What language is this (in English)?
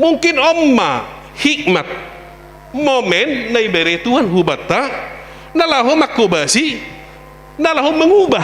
Batak Simalungun